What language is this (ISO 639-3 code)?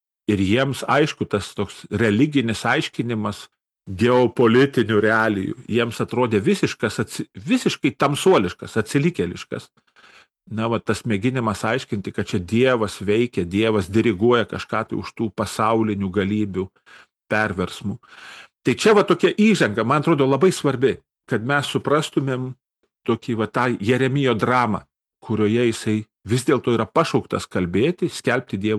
lit